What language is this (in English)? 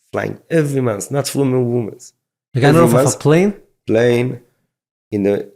Yiddish